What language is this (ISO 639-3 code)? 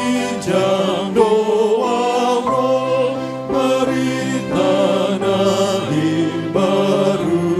bbc